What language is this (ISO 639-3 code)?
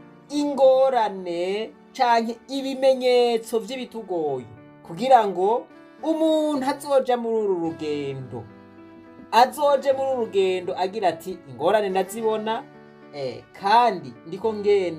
run